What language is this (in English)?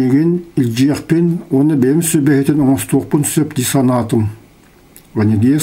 Yakut